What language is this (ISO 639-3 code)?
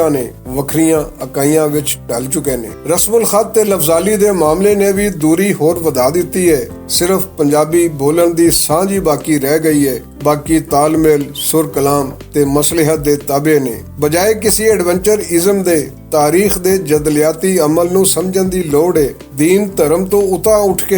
lah